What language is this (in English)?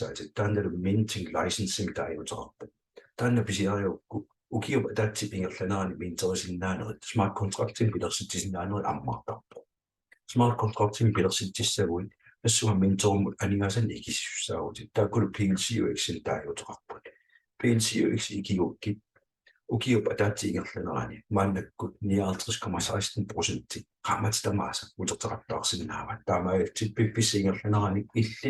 Kalaallisut